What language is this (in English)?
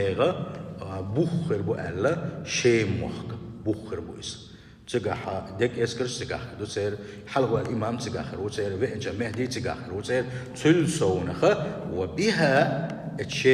Chechen